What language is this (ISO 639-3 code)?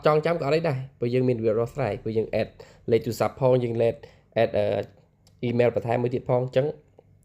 khm